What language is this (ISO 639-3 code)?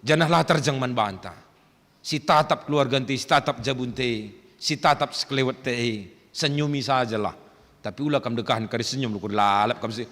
btx